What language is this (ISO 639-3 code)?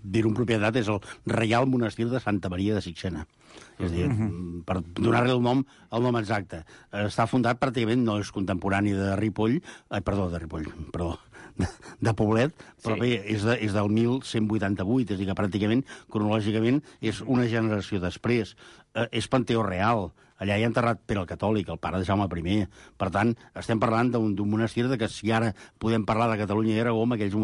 cat